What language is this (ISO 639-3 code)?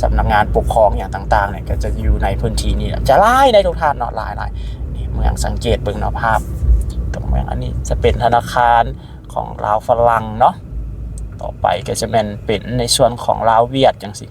lao